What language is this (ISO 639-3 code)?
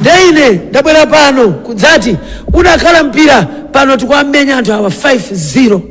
nya